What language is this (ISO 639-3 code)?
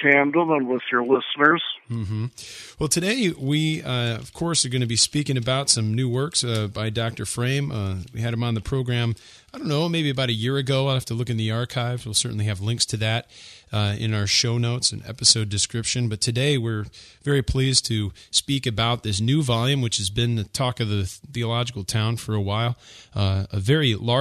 eng